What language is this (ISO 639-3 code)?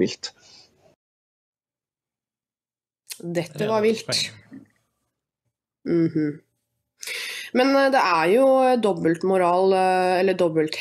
nor